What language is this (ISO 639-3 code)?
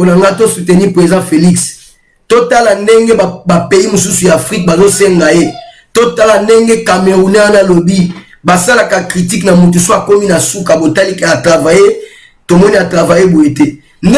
lin